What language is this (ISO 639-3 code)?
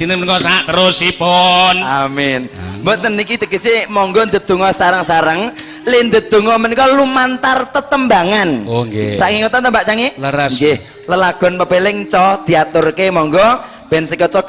jav